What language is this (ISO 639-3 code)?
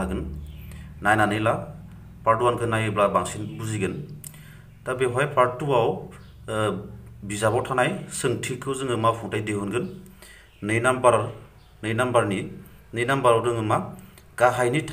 brx